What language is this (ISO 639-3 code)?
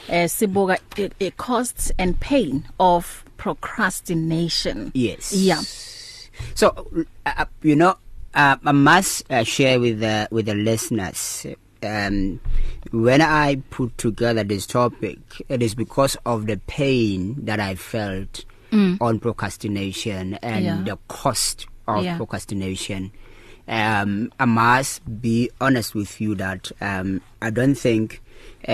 eng